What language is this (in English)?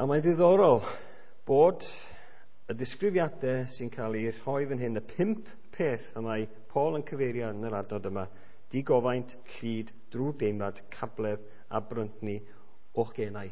Welsh